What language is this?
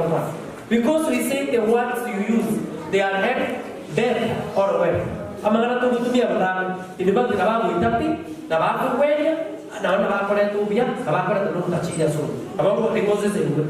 Gusii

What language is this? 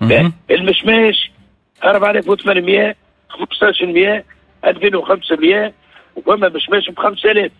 Tunisian Arabic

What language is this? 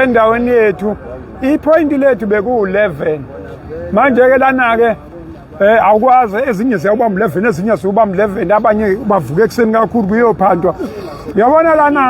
Zulu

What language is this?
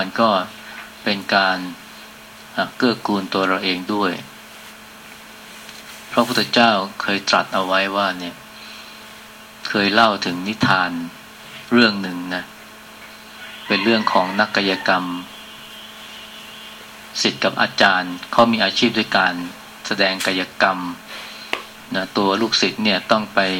Thai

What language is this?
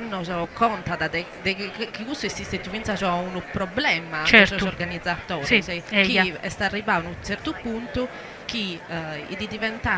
Sardinian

